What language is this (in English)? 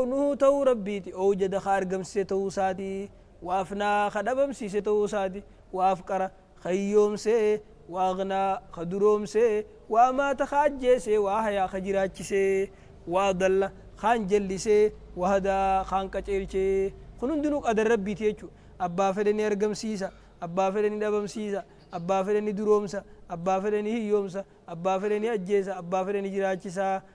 Oromo